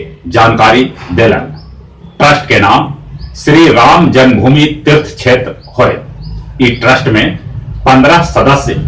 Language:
Magahi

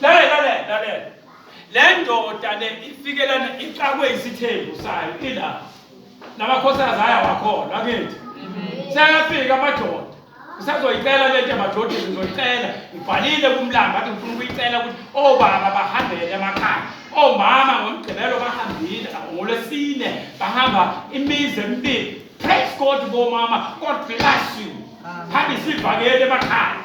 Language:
Zulu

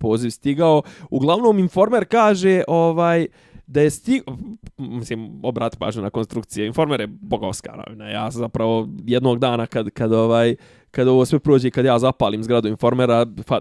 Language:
Bosnian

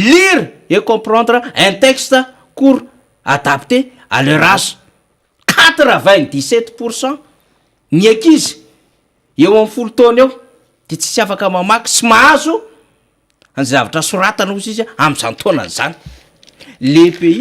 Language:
Malagasy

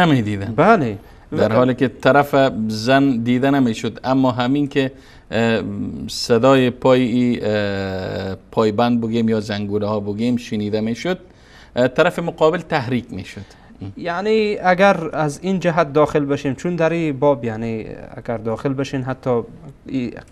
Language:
Persian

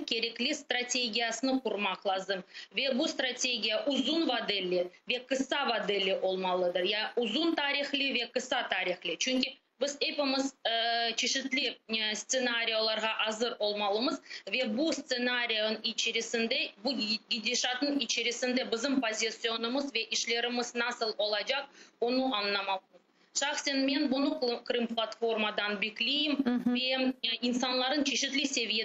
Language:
Crimean Tatar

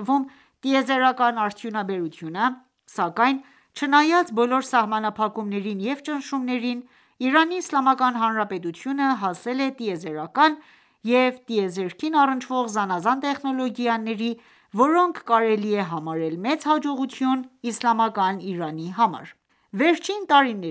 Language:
Armenian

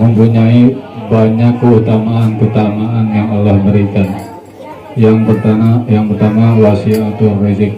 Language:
Betawi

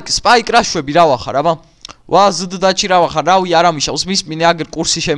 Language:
Georgian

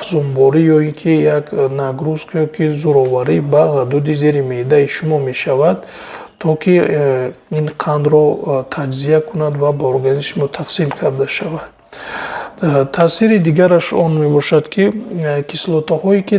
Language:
Tajik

